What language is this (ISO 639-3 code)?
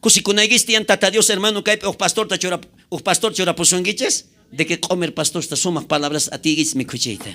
quh